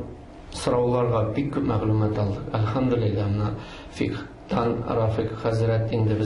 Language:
Tatar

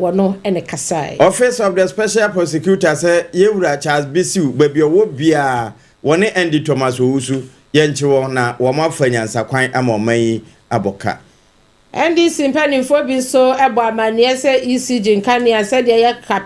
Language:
Akan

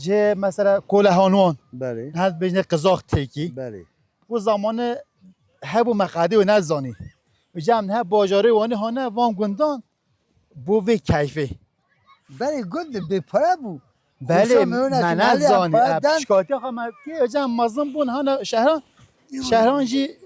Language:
Kurdish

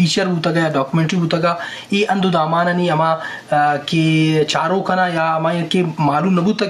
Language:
Eastern Balochi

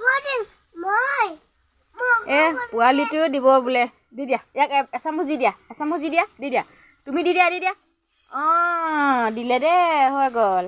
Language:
Assamese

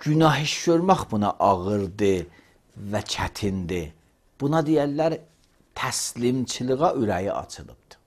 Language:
Azerbaijani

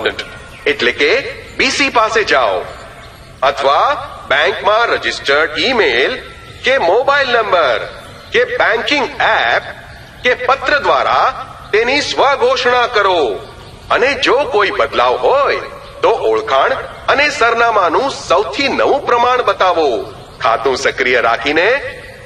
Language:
Gujarati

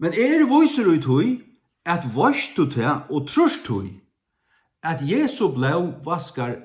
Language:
Faroese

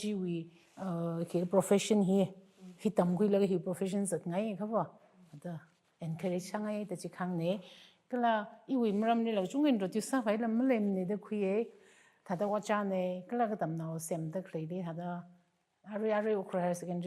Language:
Tangkhul Naga (India)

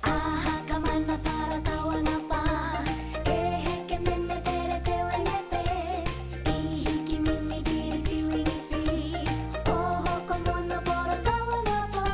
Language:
Māori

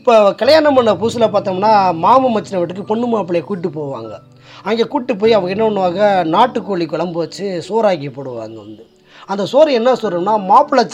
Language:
Tamil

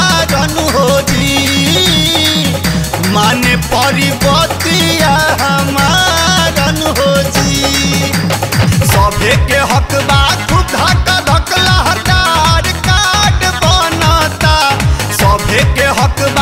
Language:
Bhojpuri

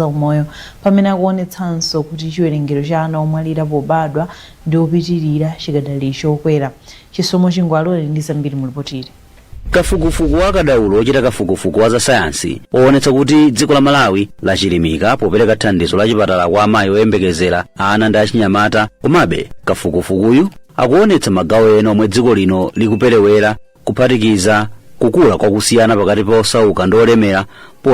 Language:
Nyanja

